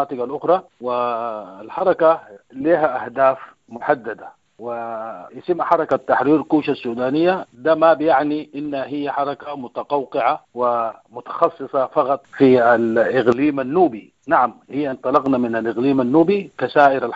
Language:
Sudanese Arabic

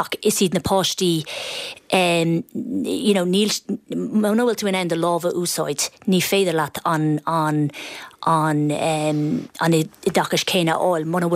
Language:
Irish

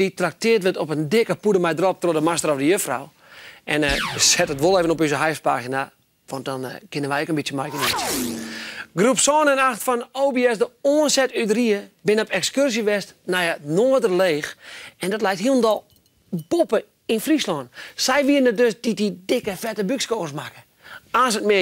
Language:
Western Frisian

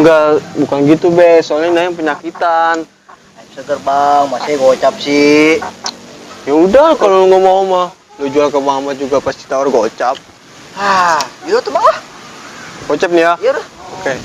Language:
Betawi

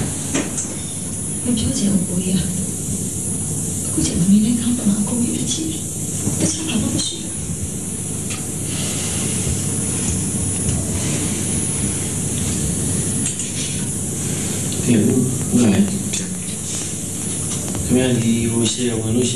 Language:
Burmese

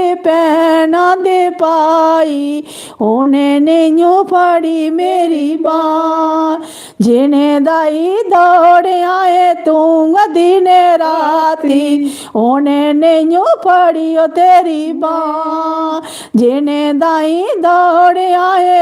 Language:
Dogri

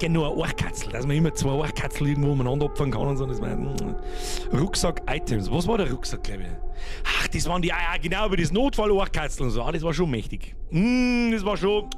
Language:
Bavarian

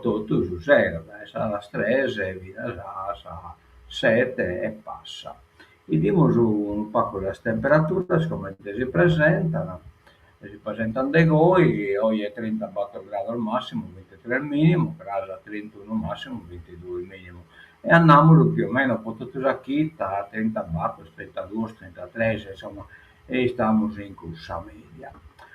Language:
Sardinian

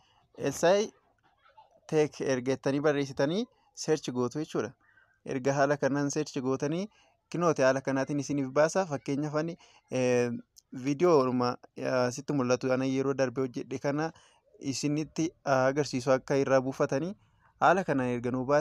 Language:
Oromo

